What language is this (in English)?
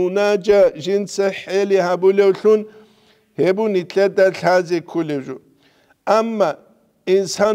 Avaric